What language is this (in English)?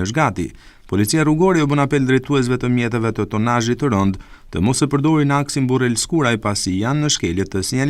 Albanian